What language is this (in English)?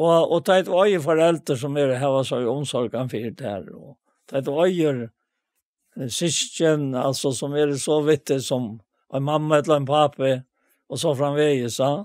Faroese